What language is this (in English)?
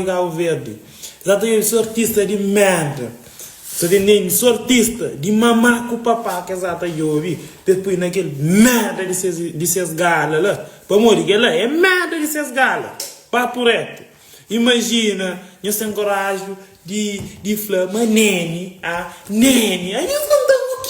Kabuverdianu